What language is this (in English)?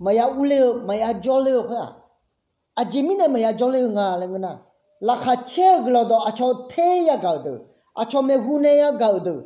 Akha